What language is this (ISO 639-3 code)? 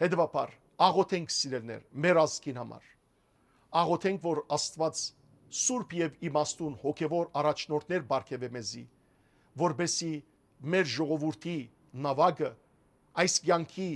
hyw